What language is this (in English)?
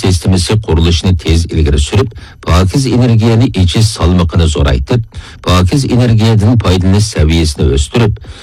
Uyghur